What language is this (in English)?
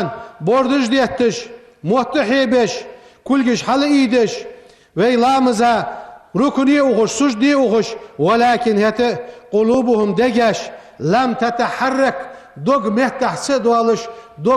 Ingush